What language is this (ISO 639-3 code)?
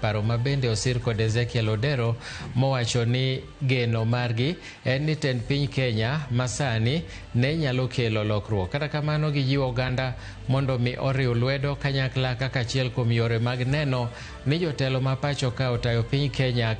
luo